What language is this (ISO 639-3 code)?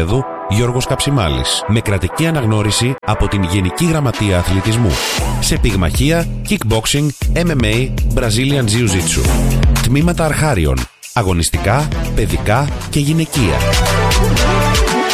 ell